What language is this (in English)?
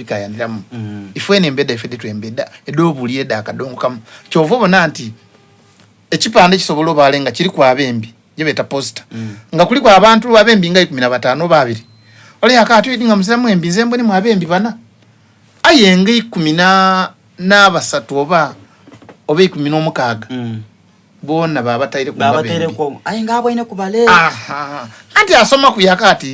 Soga